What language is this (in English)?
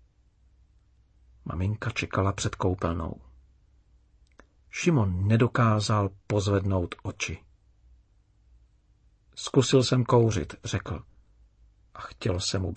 Czech